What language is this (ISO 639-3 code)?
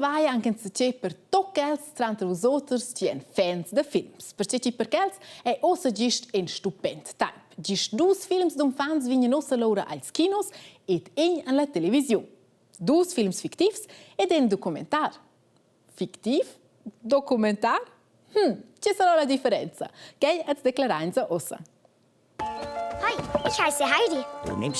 roh